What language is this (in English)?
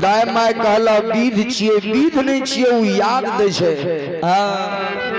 Maithili